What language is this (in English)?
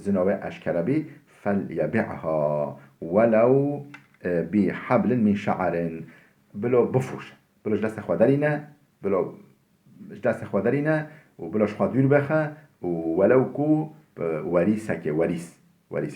Kurdish